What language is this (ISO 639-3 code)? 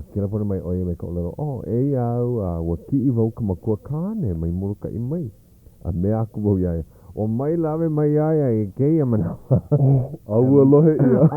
haw